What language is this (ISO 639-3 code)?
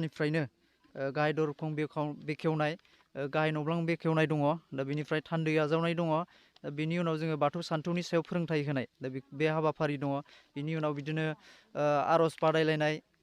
brx